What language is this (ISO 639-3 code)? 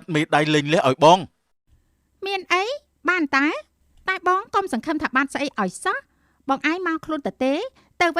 khm